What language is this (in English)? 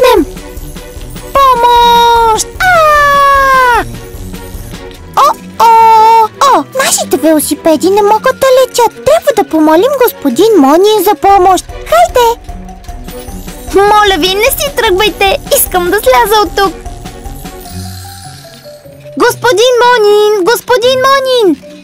Bulgarian